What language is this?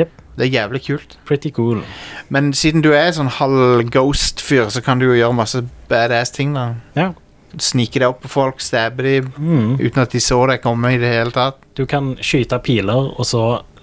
Norwegian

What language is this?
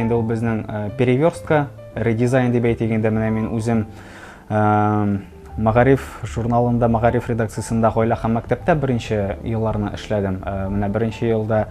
Tatar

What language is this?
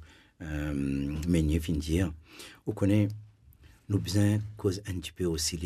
Morisyen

